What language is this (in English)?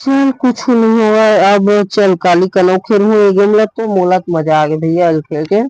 Chhattisgarhi